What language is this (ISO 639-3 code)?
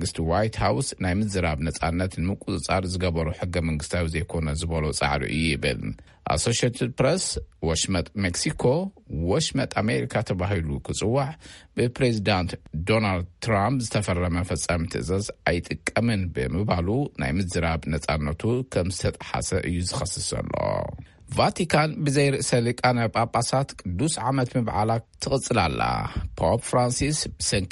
tir